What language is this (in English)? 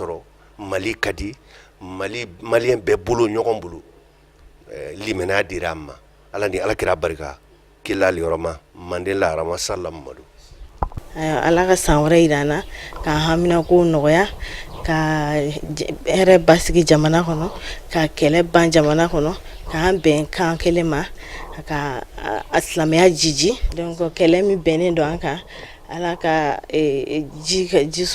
Bambara